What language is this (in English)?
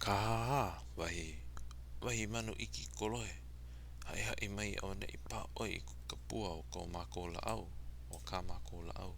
Hawaiian